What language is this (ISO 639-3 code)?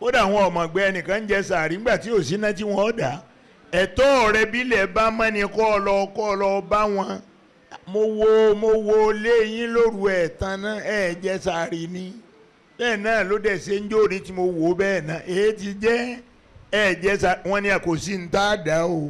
yor